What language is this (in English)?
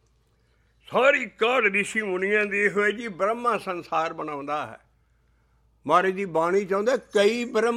Punjabi